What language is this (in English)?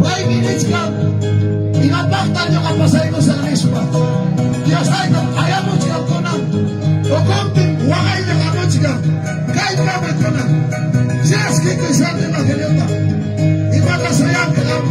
Ayacucho Quechua